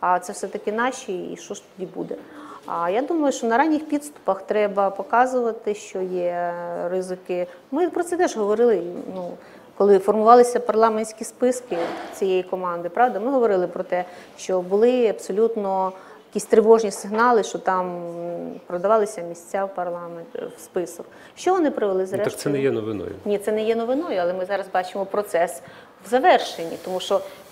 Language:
Ukrainian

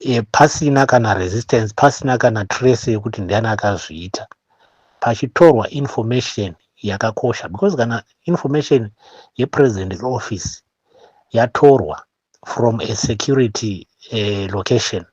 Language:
Shona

